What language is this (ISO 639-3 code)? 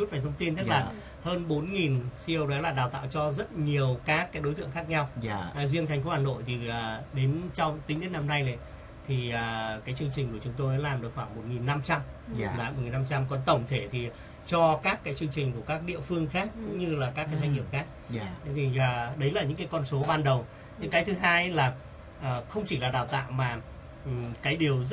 vie